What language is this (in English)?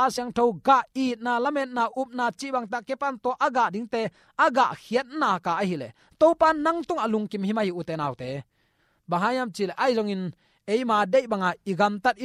Tedim Chin